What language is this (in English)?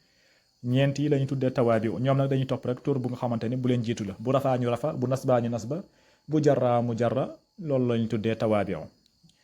Wolof